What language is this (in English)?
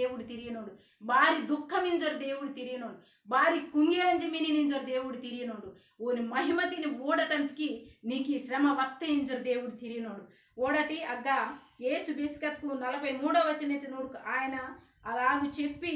Koya